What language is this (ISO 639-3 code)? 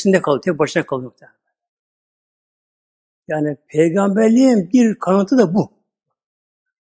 tur